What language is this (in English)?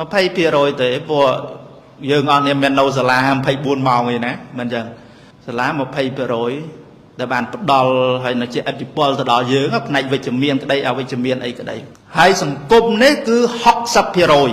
Khmer